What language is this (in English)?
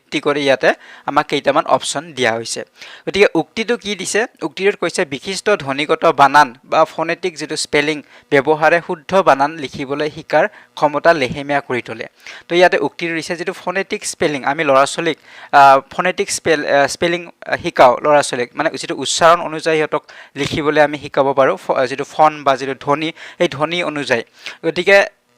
Assamese